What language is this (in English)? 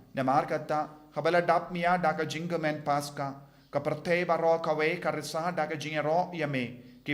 Khasi